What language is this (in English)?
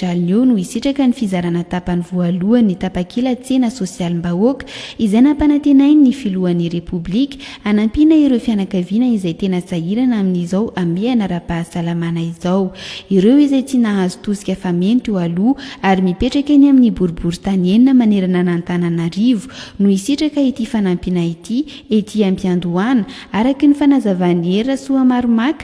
Malagasy